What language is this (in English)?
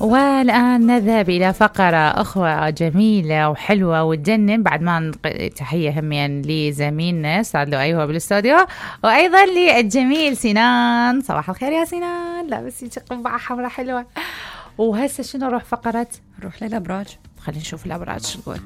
Mesopotamian Arabic